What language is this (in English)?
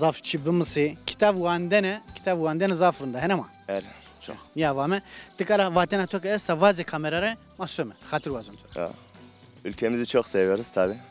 Zaza